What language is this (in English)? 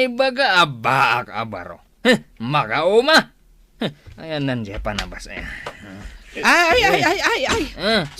Iloko